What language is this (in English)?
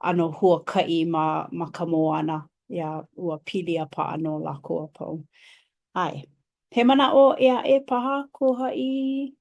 Hawaiian